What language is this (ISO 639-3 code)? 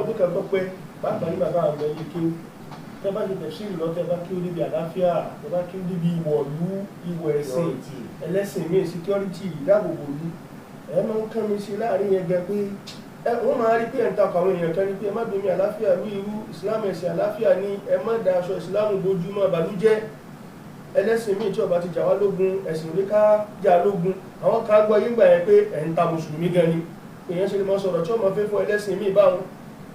yor